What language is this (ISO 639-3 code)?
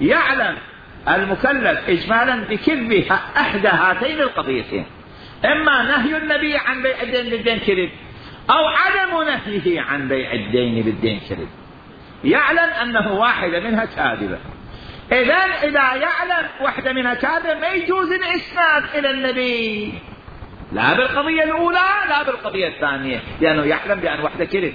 acm